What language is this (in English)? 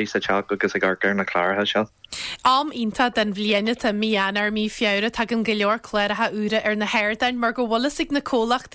Irish